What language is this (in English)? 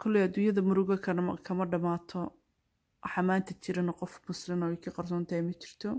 Somali